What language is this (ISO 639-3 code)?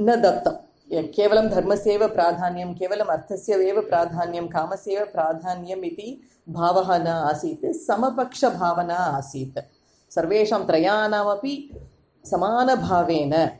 san